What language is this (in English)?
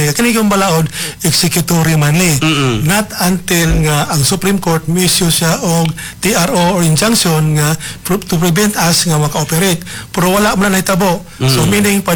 Cebuano